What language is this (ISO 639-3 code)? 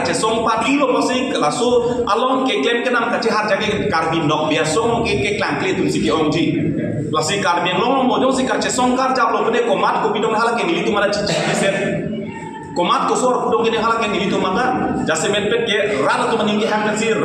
mjw